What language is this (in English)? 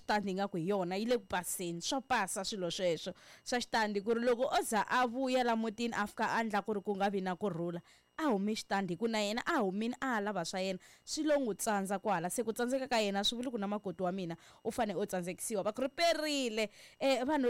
Tsonga